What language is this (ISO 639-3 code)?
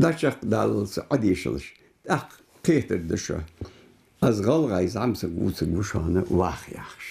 inh